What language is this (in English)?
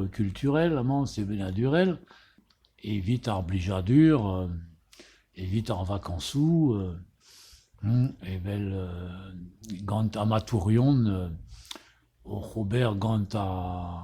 Breton